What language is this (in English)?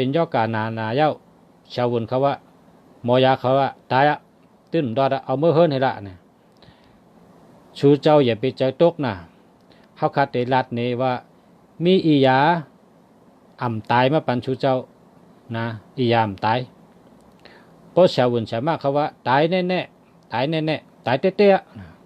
Shan